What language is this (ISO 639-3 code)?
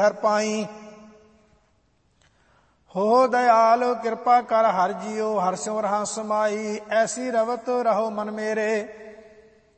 pan